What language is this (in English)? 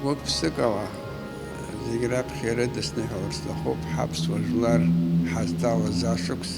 Abkhazian